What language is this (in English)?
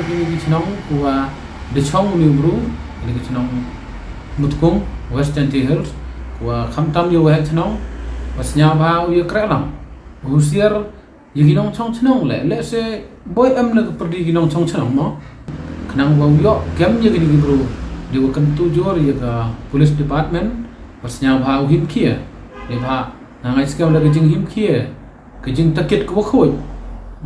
Pnar